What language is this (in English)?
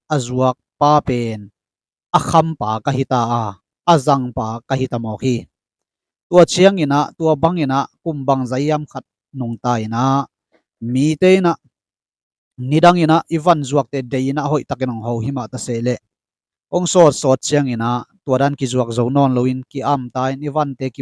Tedim Chin